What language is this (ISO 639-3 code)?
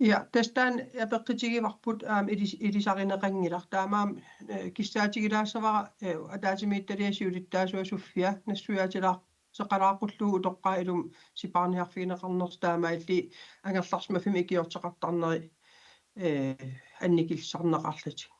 kal